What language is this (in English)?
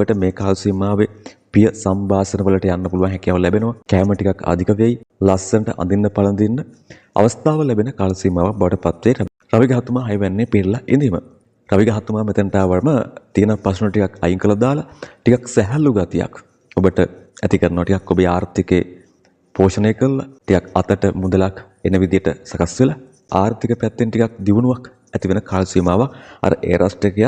Sinhala